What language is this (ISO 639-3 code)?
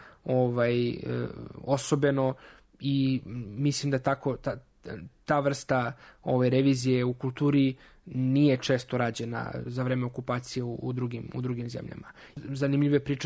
srp